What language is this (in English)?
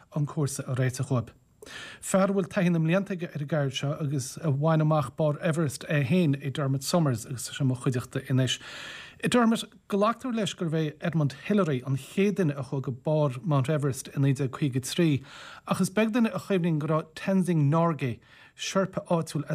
Irish